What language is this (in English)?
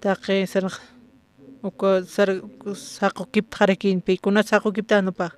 Aymara